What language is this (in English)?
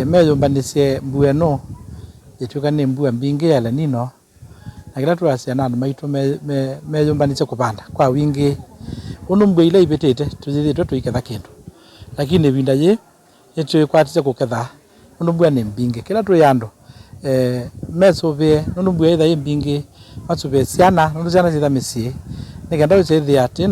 Kamba